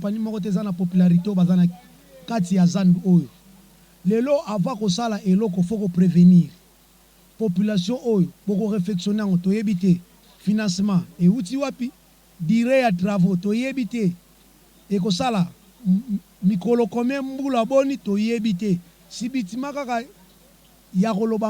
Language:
Lingala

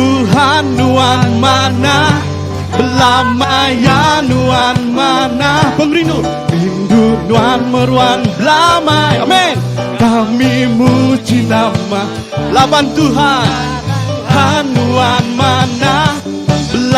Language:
Iban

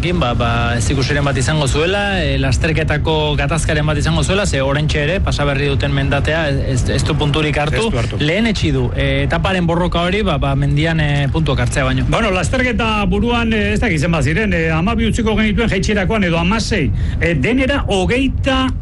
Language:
Basque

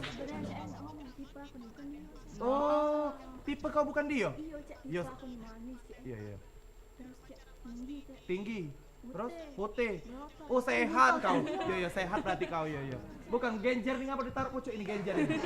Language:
Musi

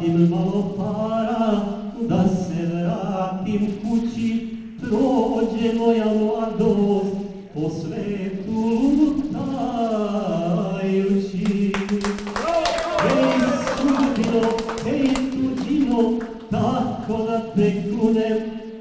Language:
Serbian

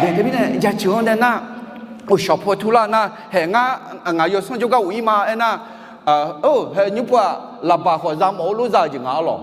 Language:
Akha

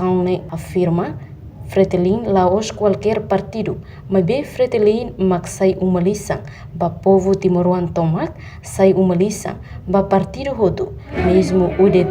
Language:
Tetum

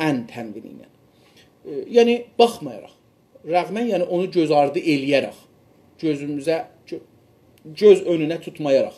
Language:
South Azerbaijani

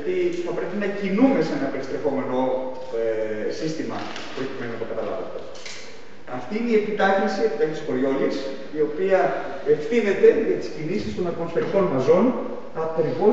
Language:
Greek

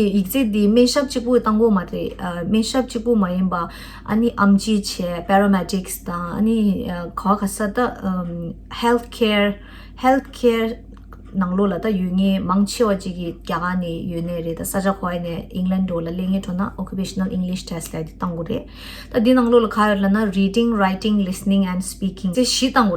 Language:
Tibetan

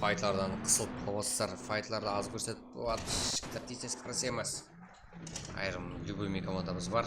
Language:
Kara-Kalpak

